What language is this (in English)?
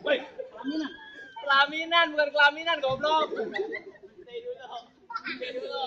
Betawi